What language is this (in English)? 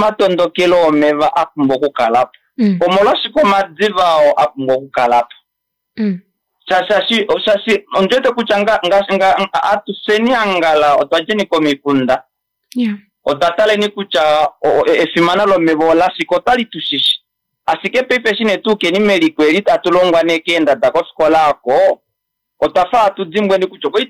Kuanyama